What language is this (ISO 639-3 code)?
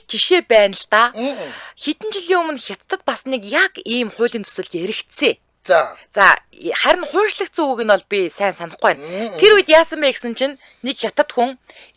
mon